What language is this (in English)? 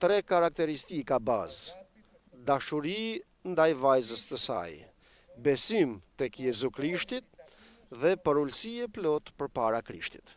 Albanian